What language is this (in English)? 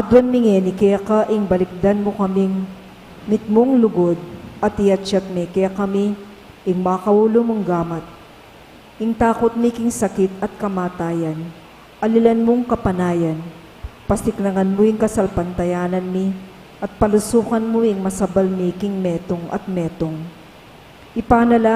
Pampanga